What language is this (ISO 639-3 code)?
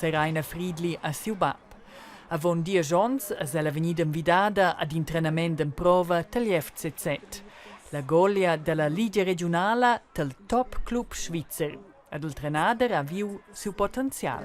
roh